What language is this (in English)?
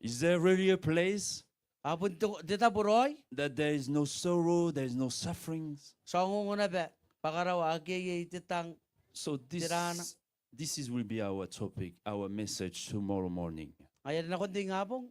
Gilbertese